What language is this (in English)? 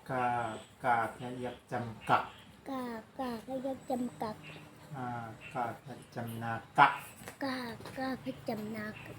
Shan